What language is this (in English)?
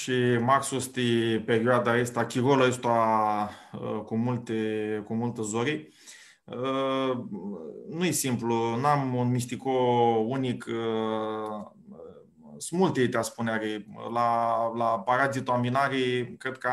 Aromanian